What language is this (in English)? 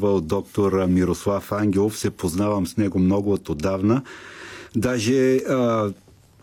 Bulgarian